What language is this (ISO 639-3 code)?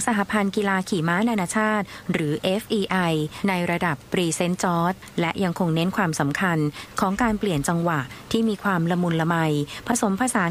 tha